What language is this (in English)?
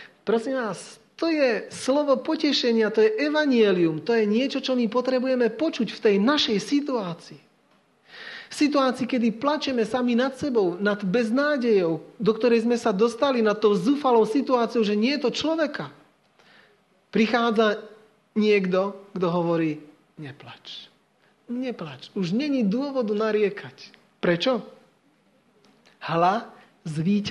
Slovak